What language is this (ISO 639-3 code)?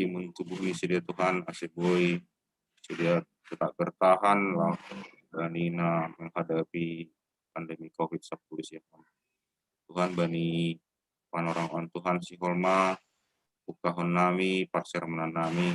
bts